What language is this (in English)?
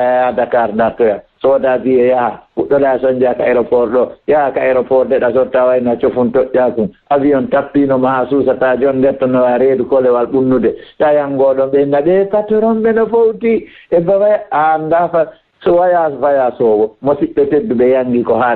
Fula